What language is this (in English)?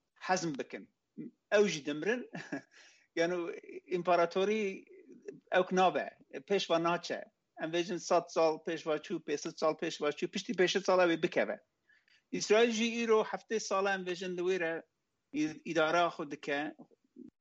Kurdish